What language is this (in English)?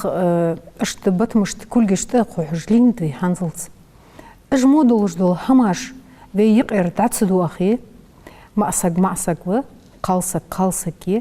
Ingush